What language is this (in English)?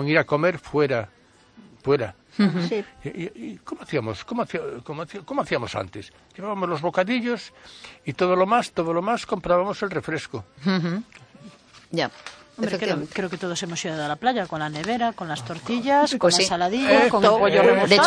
Spanish